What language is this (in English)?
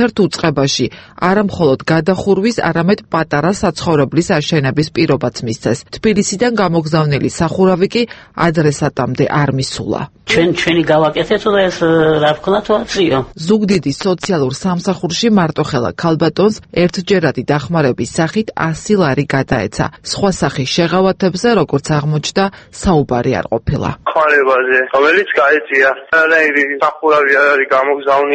Georgian